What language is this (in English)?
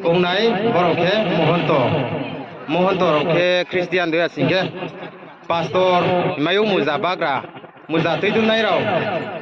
Riang (India)